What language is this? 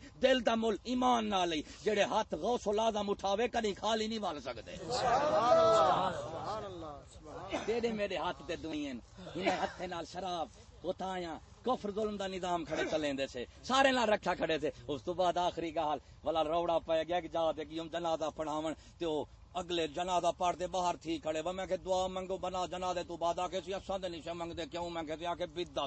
Saraiki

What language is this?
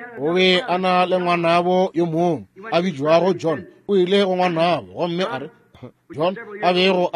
Northern Sotho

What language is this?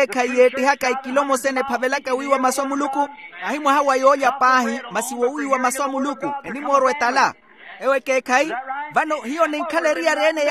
Makhuwa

